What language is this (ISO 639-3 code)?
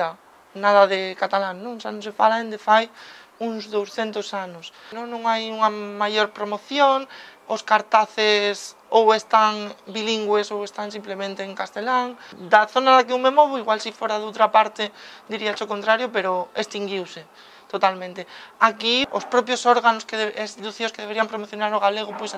glg